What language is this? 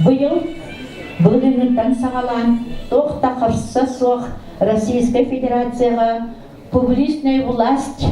Yakut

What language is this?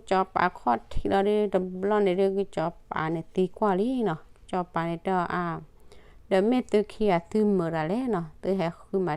S'gaw Karen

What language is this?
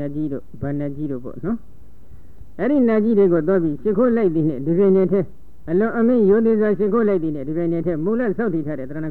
Burmese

